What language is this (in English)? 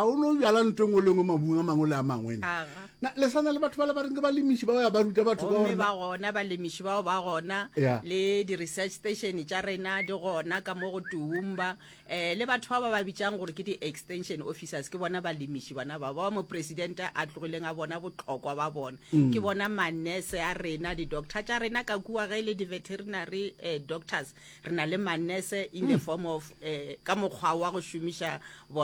Northern Sotho